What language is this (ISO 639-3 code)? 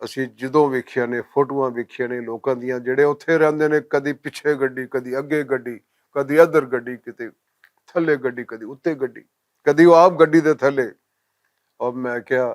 lah